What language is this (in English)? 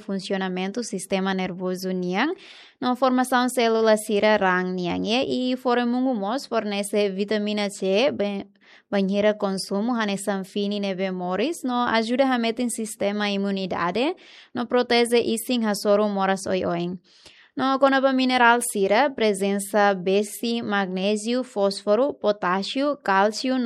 Tetum